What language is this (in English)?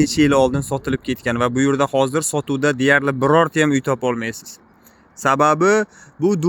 Uzbek